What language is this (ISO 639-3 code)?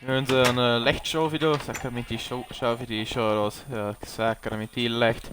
bar